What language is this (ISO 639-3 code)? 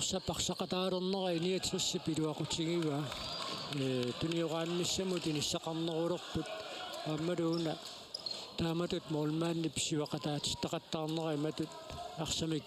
kal